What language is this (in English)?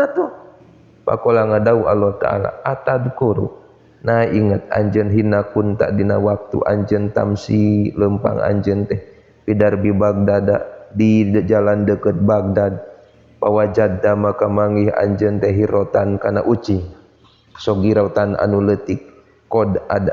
Sundanese